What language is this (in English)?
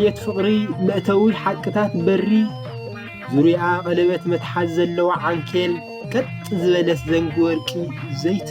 Tigrinya